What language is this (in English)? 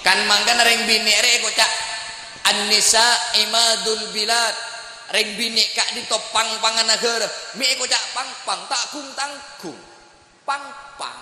Madurese